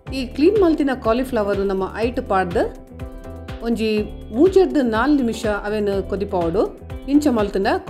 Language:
Tulu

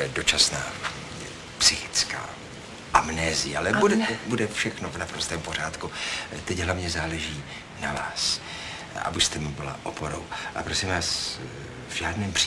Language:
Czech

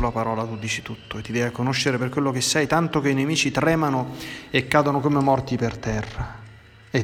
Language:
Italian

